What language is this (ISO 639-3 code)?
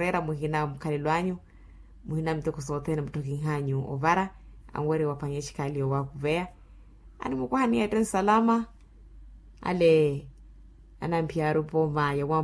vmw